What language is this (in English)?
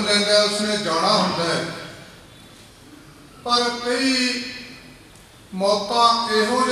Punjabi